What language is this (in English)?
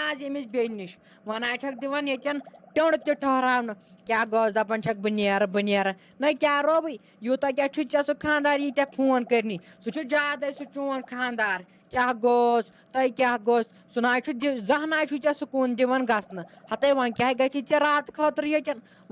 Kashmiri